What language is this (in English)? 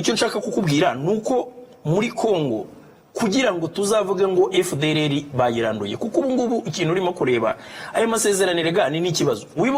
Kinyarwanda